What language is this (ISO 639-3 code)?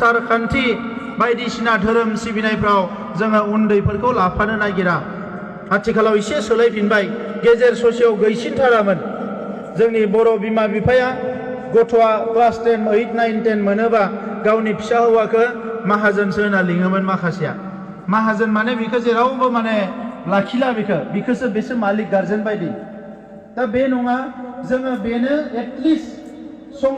brx